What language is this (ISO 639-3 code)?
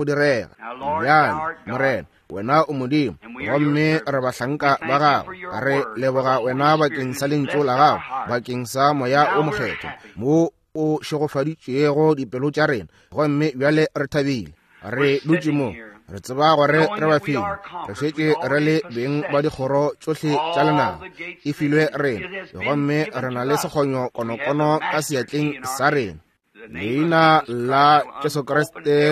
nso